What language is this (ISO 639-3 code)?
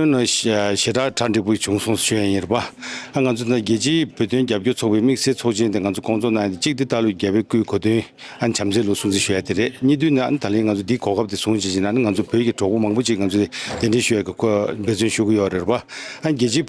bod